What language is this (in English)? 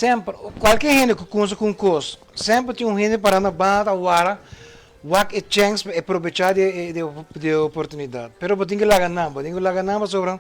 Papiamento